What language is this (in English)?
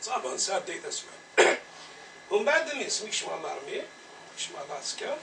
Kabyle